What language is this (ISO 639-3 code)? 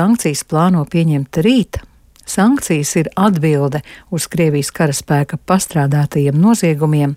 lav